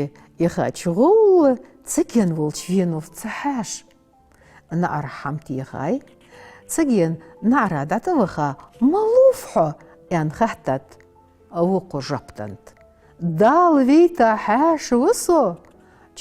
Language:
Ingush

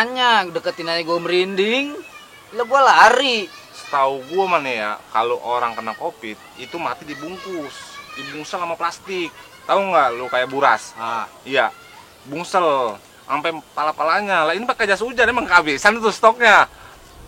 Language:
Betawi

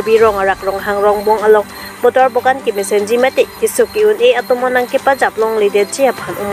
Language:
Karbi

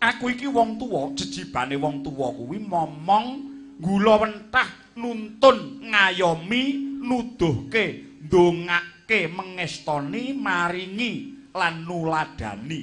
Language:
Javanese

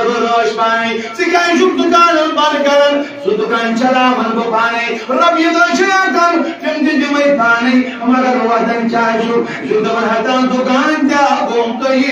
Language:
Kashmiri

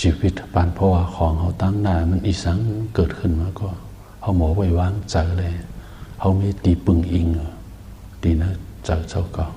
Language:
Shan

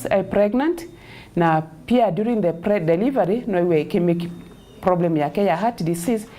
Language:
Meru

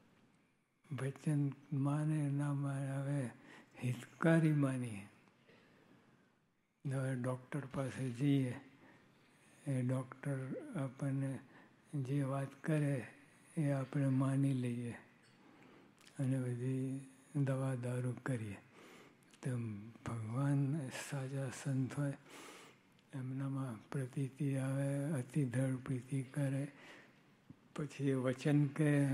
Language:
Gujarati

